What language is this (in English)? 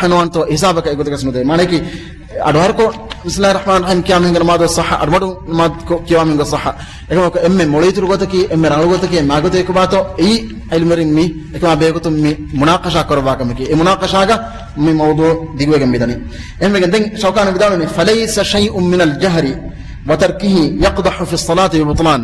Divehi